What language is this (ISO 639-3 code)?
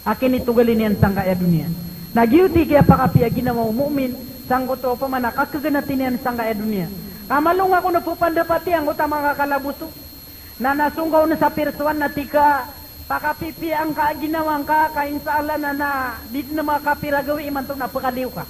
mrw